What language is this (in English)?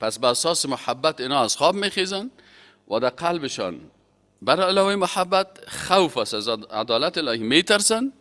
Persian